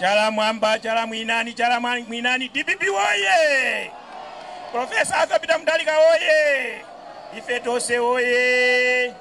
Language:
Nyanja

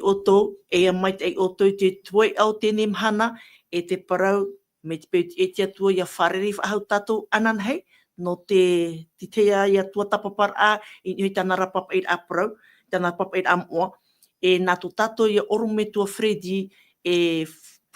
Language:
Tahitian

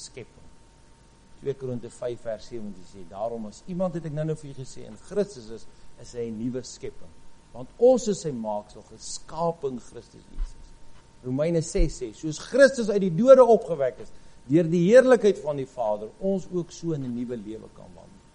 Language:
Afrikaans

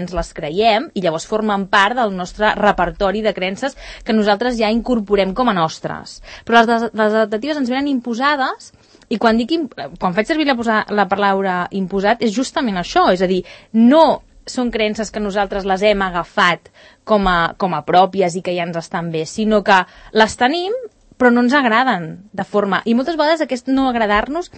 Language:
Catalan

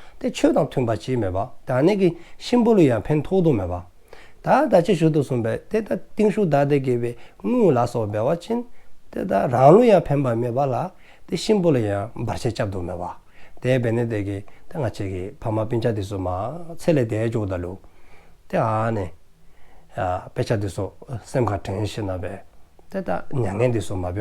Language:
Dzongkha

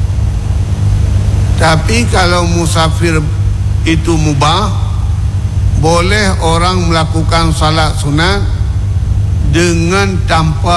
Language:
Malay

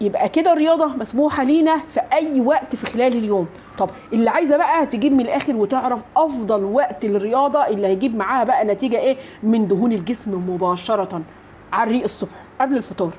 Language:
Egyptian Arabic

